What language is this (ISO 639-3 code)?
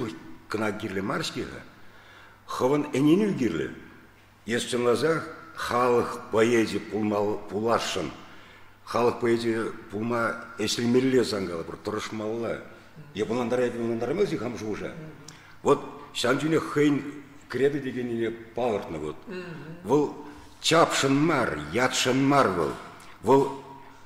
chv